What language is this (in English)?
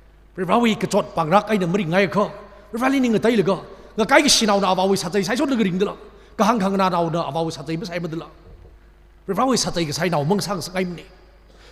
Tangkhul Naga (India)